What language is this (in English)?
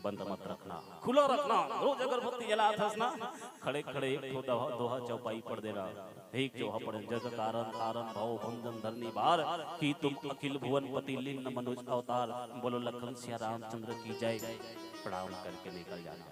Chhattisgarhi